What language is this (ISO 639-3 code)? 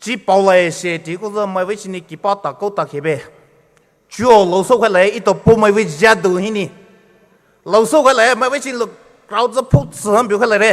pmx